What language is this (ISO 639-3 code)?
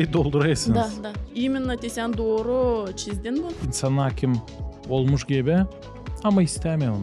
gag